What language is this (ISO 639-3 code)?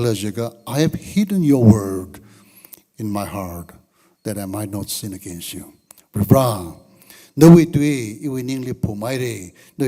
nmf